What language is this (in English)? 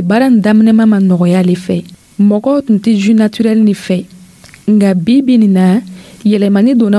Dyula